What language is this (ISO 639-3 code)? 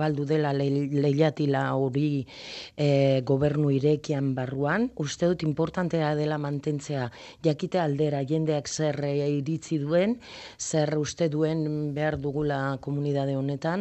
eus